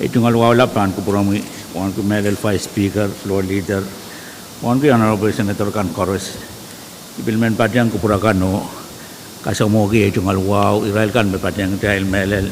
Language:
Pohnpeian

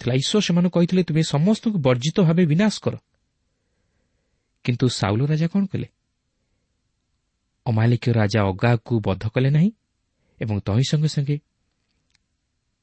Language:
Odia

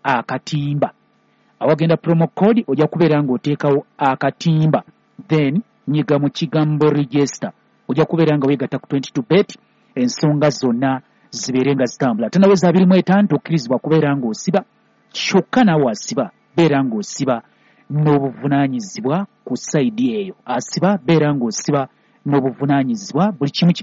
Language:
Ganda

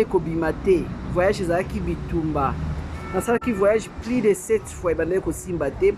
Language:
Lingala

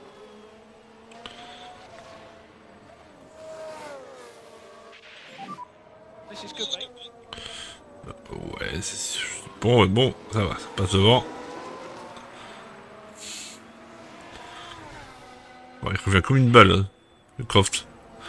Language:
French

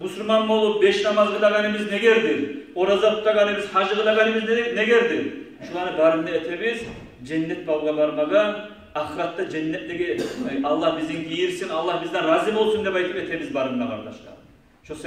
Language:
Kumyk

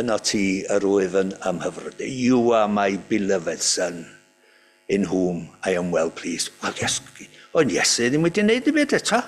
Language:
Welsh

